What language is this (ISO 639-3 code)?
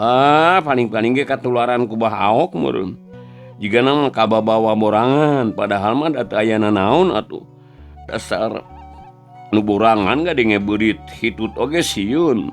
sun